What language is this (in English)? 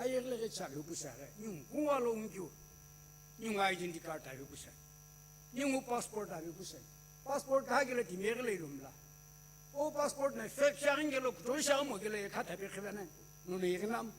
Sumi Naga